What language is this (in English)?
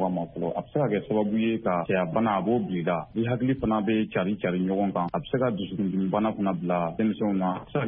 Bambara